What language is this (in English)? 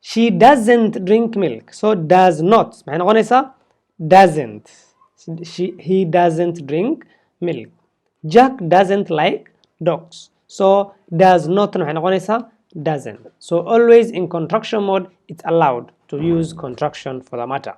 Somali